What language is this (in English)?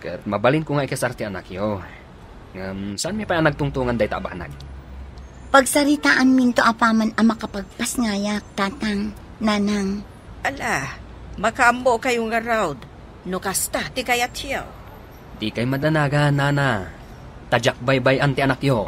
Iloko